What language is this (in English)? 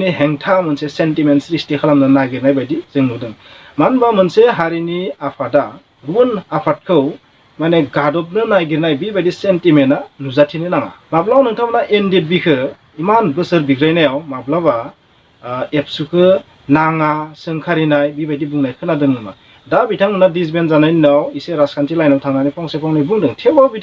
Bodo